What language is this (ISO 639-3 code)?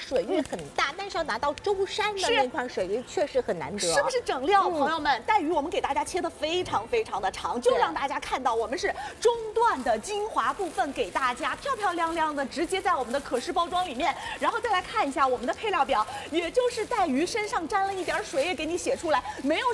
zho